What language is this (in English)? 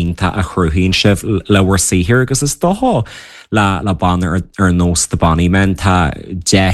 Irish